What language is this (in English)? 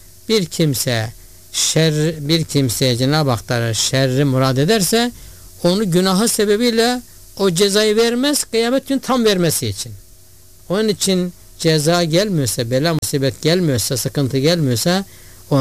Turkish